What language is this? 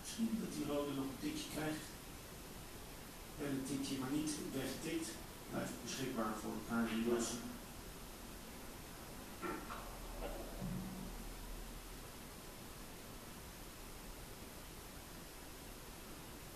Dutch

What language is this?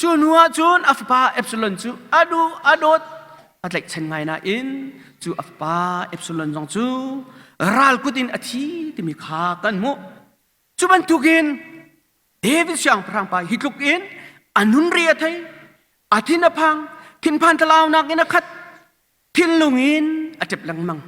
Hakha Chin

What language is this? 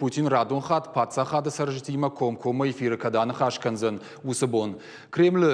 Ossetic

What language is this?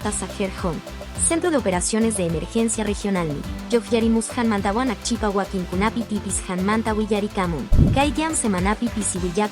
Quechua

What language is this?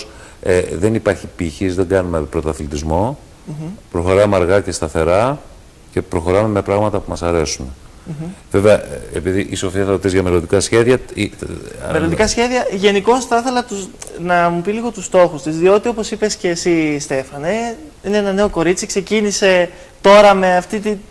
Greek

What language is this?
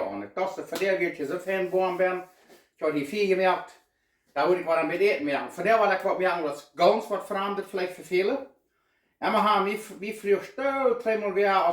Plautdietsch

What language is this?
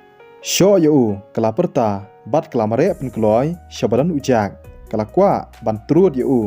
Khasi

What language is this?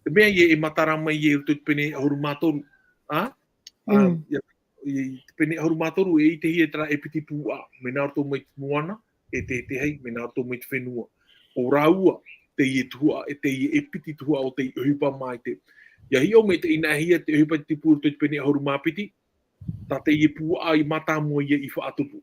Tahitian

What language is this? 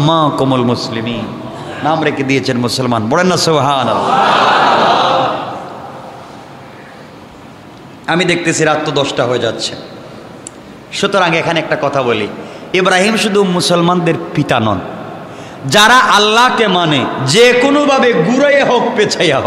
Bangla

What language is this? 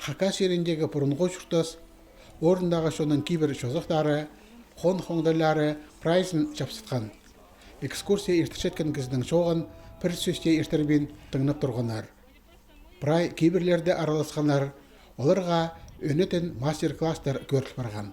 Khakas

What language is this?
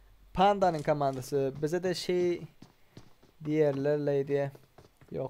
Turkmen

